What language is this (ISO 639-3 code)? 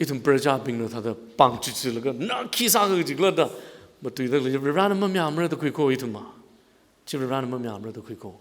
nmf